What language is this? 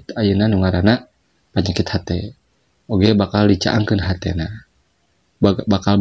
Sundanese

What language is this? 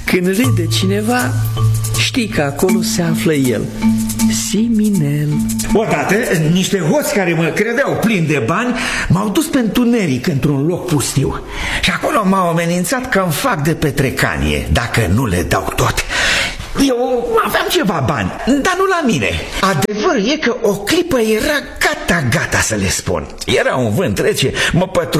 Romanian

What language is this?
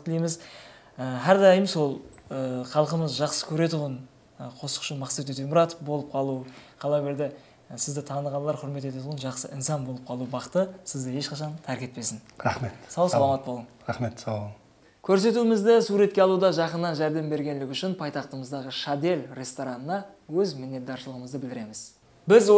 Kara-Kalpak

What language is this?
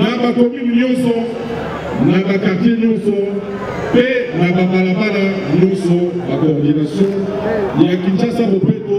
Lingala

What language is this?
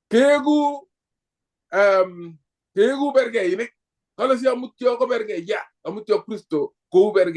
Kalenjin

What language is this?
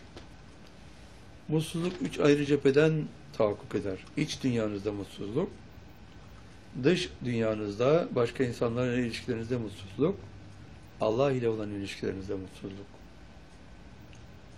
Turkish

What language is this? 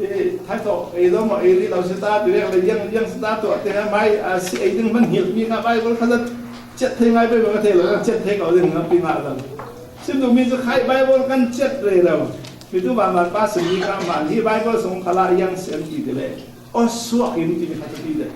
Falam Chin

